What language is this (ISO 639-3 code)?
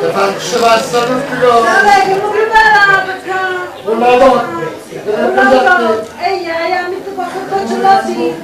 nap